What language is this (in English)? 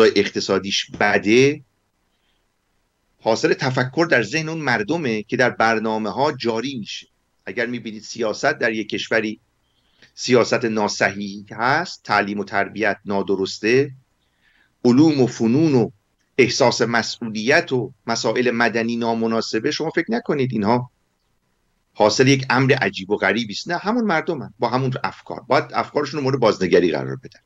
Persian